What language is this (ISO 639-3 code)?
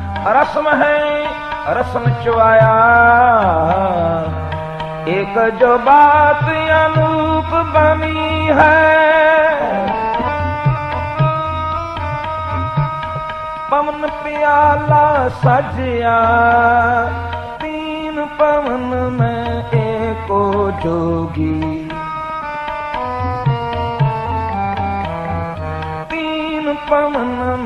hin